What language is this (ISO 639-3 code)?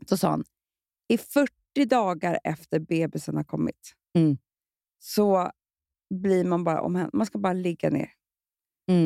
swe